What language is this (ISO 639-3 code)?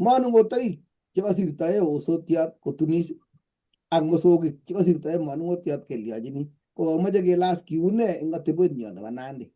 kln